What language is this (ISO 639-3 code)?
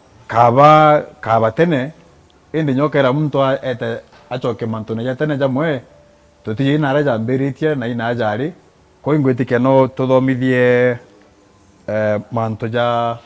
mer